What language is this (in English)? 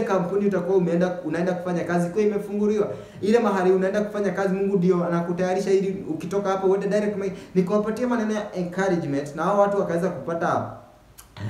Swahili